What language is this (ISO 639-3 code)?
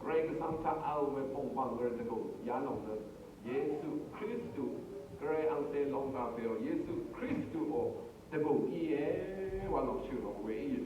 raw